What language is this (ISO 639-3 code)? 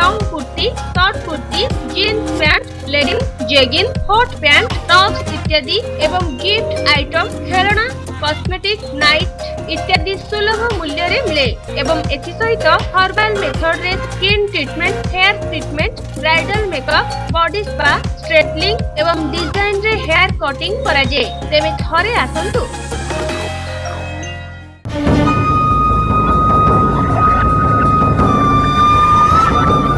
ori